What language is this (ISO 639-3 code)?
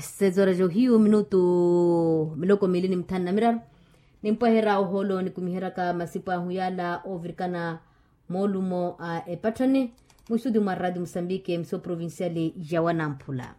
vmw